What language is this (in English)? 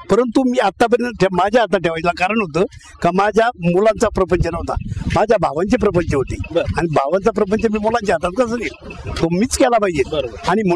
Marathi